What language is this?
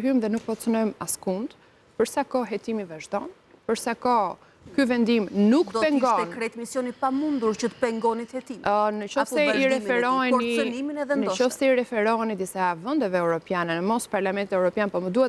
Albanian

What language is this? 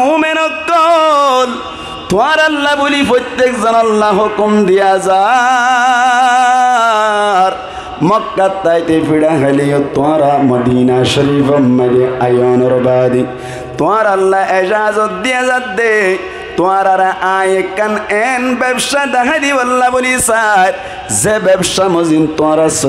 Rohingya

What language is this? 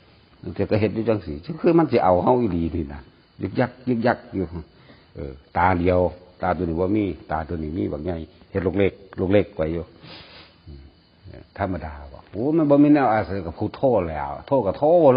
Northeastern Thai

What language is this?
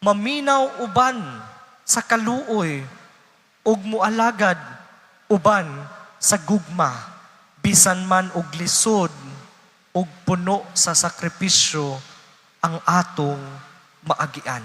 Cebuano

